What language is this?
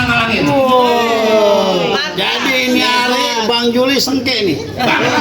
Betawi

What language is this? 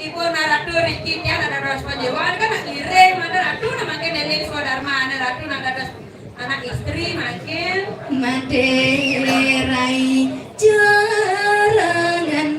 Balinese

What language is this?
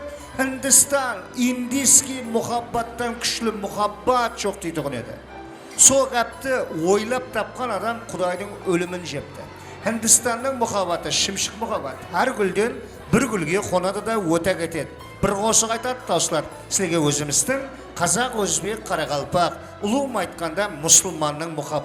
Kara-Kalpak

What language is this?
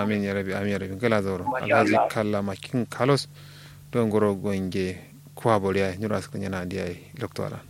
Kanuri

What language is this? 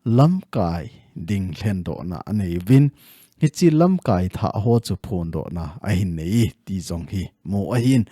Thado Chin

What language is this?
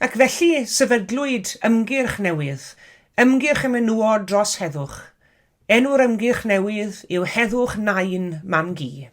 Welsh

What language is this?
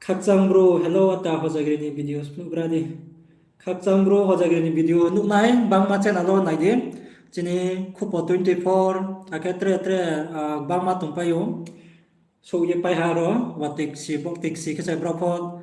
Riang (India)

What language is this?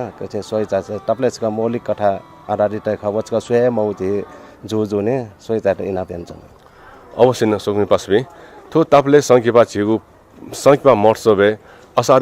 Newari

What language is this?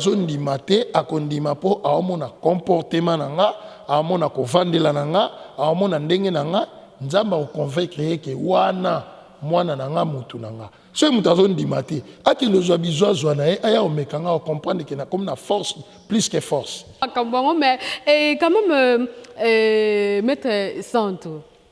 Lingala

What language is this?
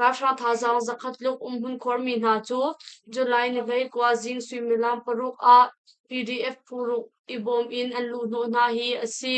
Hakha Chin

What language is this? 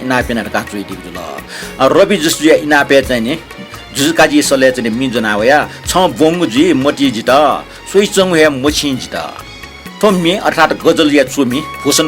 Newari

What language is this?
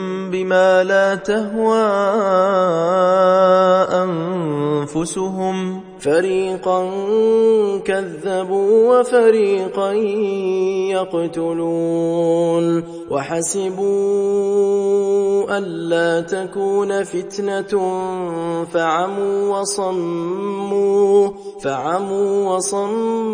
Arabic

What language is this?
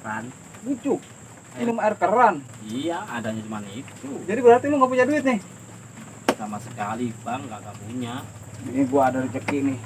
Betawi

